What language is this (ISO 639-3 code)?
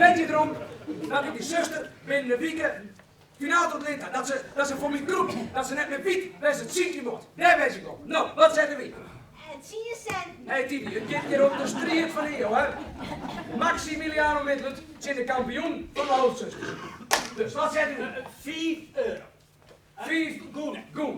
fry